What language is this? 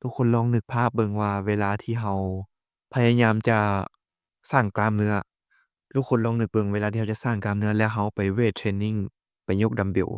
Lao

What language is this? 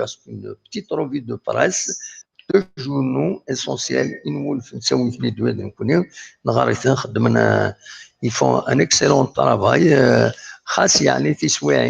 Kabyle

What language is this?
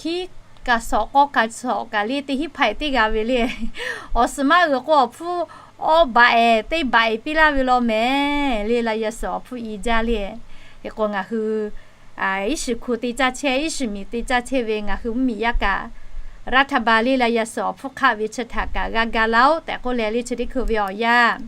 Lahu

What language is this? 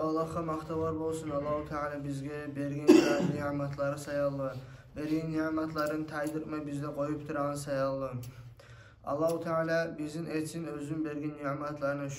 Kumyk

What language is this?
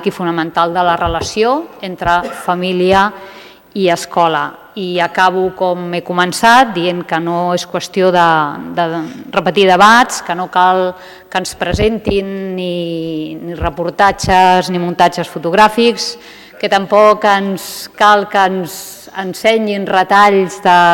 Catalan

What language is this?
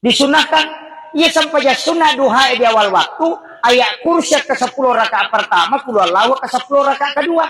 Buginese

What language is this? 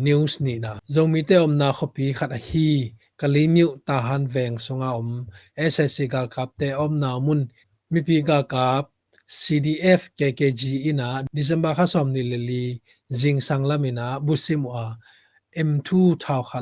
Tedim Chin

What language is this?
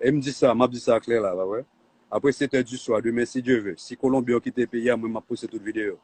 Haitian Creole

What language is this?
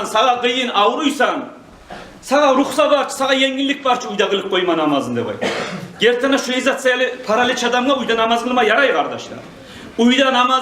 Kumyk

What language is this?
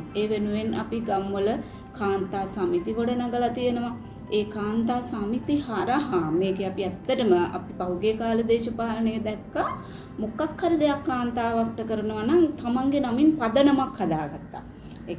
Sinhala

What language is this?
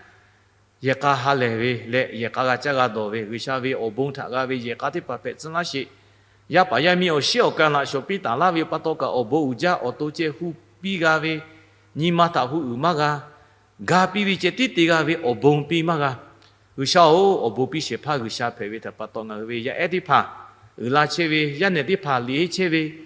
Lahu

